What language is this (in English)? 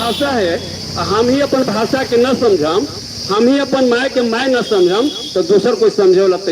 Magahi